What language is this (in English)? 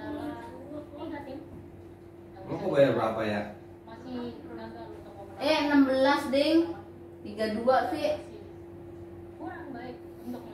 Indonesian